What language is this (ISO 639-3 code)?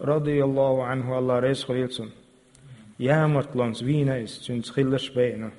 che